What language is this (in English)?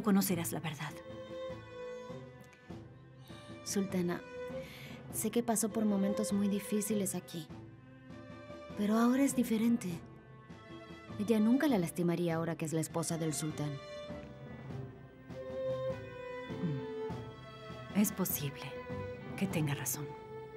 Spanish